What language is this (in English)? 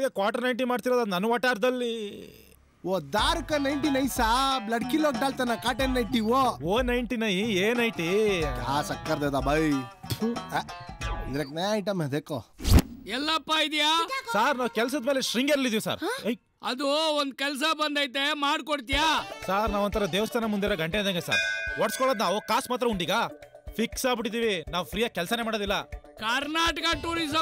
Kannada